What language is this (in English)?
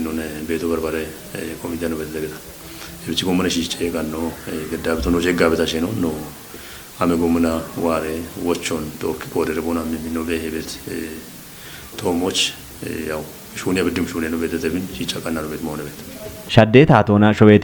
Kafa